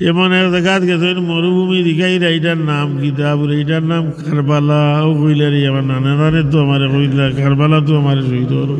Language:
Sylheti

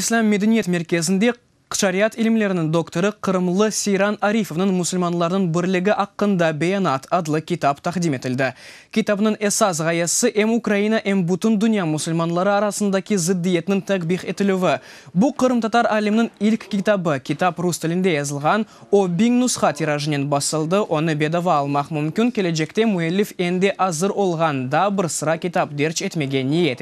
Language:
Crimean Tatar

